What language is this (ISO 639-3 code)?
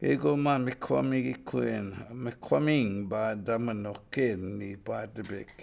ciw